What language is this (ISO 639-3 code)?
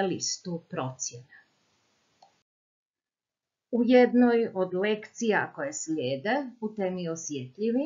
hrv